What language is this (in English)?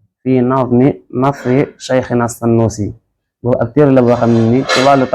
Wolof